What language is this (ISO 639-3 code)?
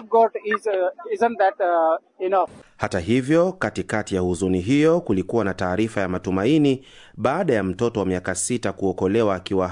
swa